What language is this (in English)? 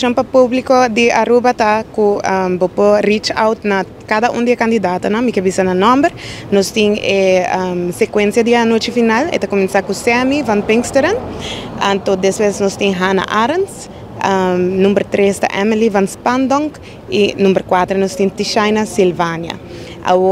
Papiamento